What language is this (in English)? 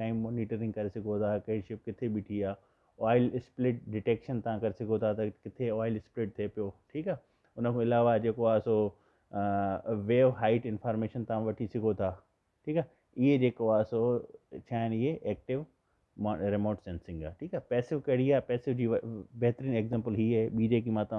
Sindhi